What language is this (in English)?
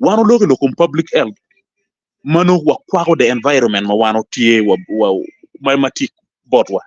Acoli